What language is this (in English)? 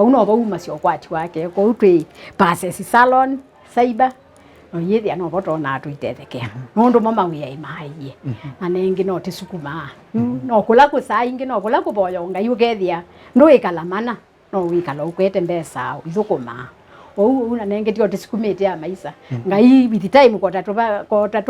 Kamba